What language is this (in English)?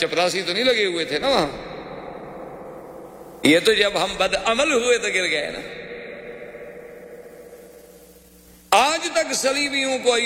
Urdu